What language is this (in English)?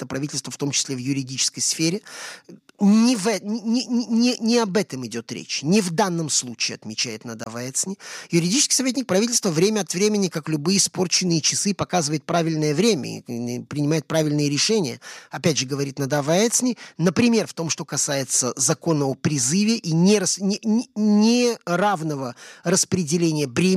Russian